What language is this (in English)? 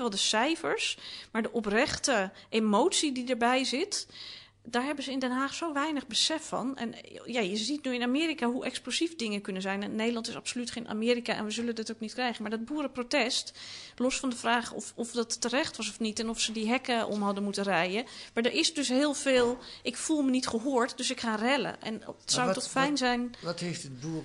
Dutch